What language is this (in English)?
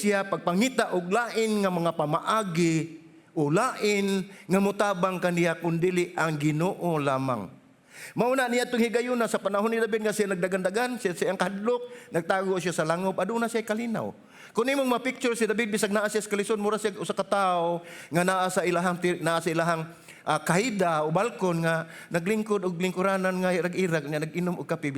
Cebuano